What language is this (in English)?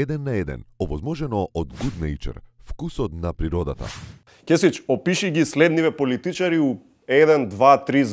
Macedonian